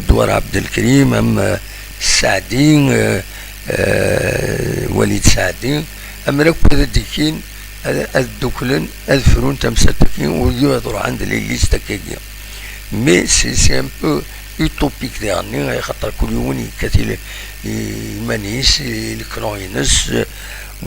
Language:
Kabyle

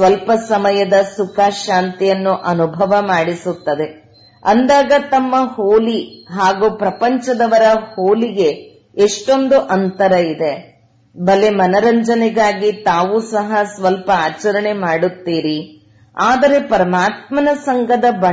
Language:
Kannada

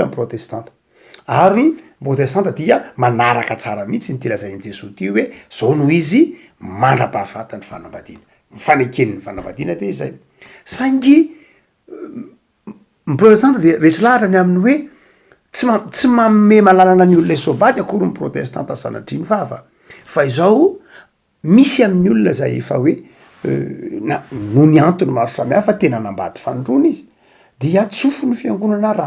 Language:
Malagasy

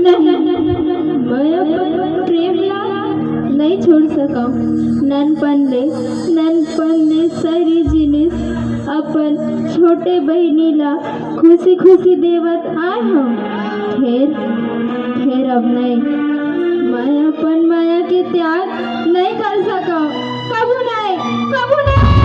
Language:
Chhattisgarhi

